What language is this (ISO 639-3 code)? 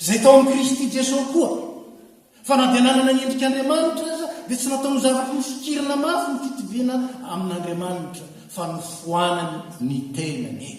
mlg